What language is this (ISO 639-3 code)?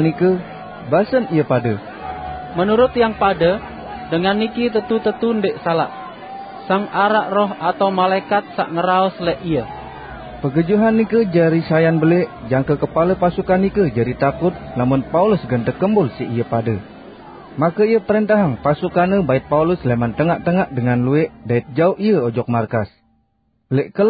sas